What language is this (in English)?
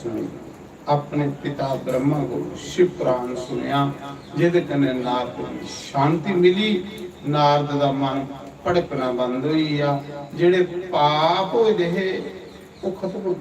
Dogri